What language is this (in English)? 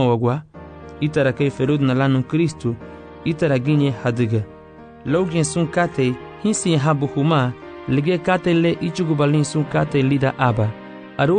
Garifuna